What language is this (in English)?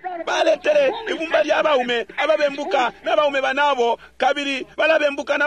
Bemba